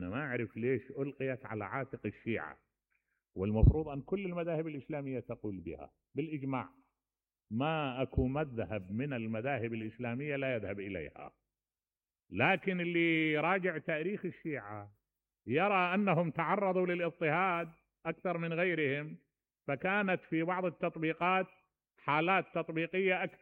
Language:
Mesopotamian Arabic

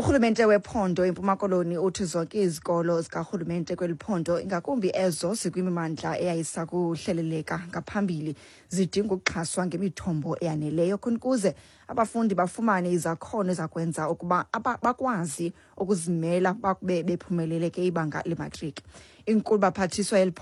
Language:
Xhosa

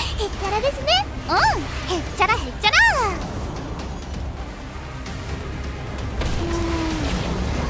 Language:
Japanese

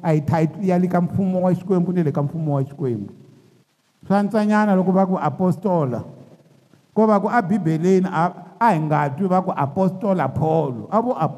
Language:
Tsonga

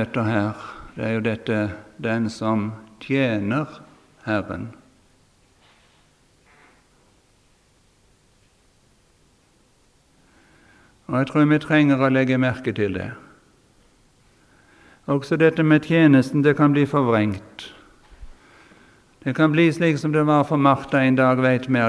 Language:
Norwegian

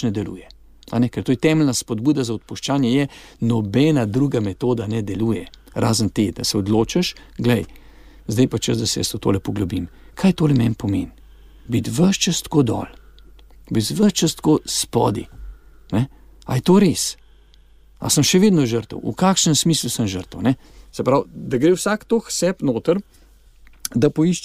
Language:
Slovenian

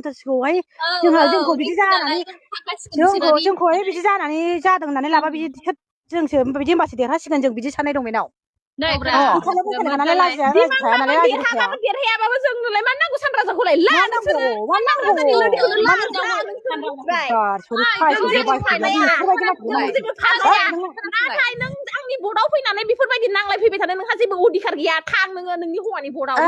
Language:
Bodo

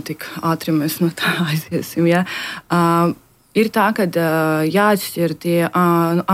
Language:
Latvian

